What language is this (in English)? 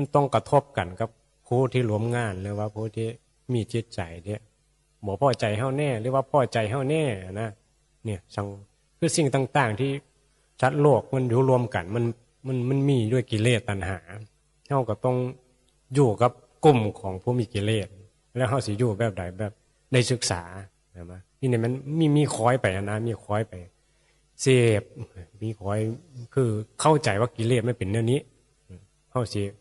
Northeastern Thai